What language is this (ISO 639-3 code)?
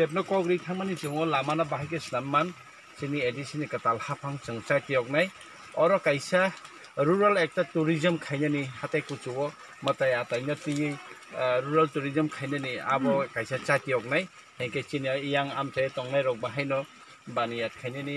trp